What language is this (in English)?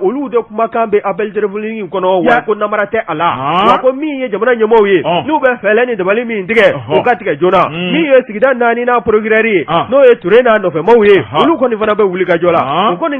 Bambara